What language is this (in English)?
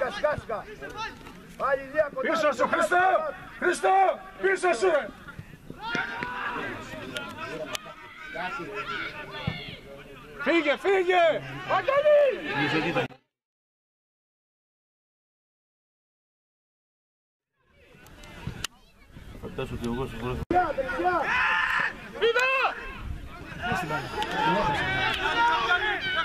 Greek